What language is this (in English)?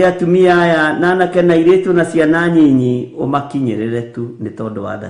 Kikuyu